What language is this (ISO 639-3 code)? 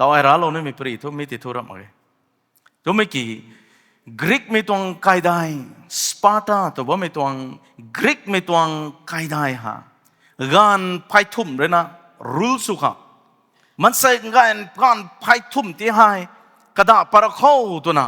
nbu